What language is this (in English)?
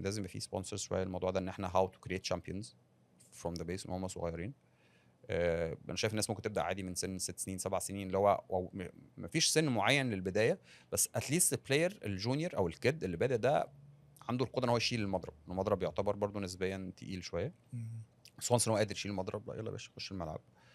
Egyptian Arabic